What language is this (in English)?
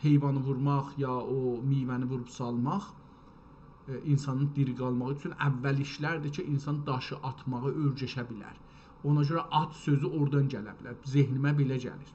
South Azerbaijani